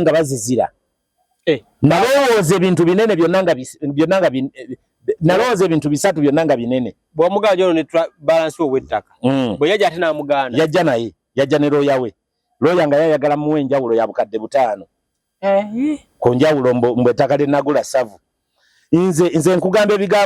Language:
Ganda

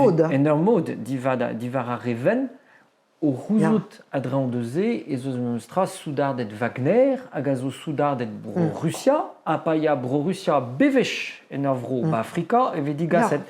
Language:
Breton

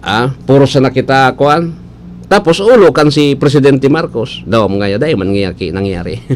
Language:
Bikol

